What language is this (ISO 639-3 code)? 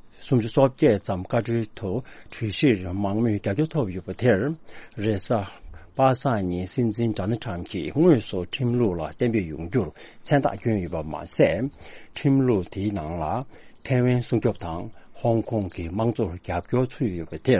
bod